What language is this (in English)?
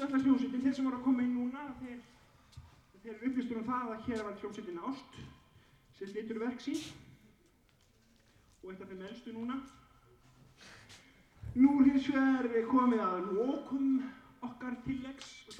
Icelandic